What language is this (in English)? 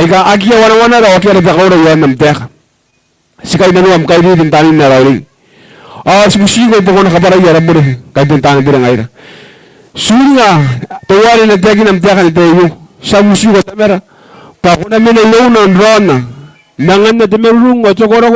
Gilbertese